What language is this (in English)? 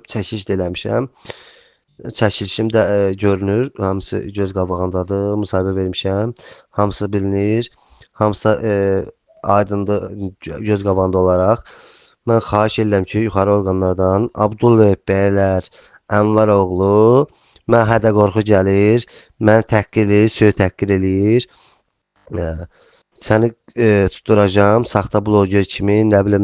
Azerbaijani